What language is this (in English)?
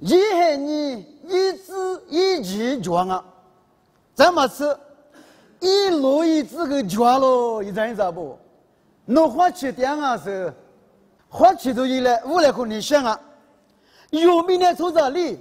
Lisu